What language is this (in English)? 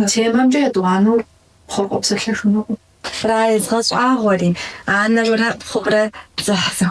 Kabardian